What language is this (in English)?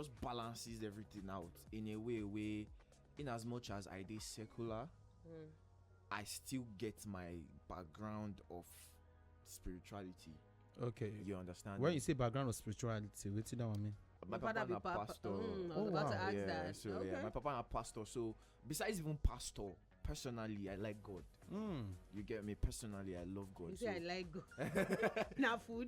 Nigerian Pidgin